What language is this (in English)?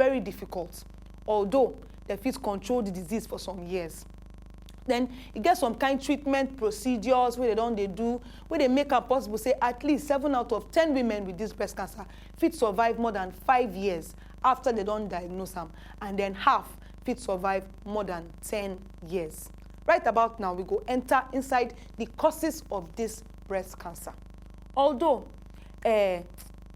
Nigerian Pidgin